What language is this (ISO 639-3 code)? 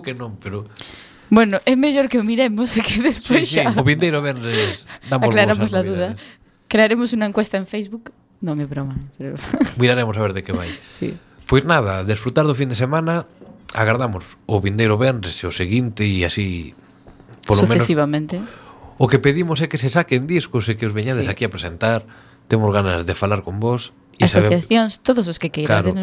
glg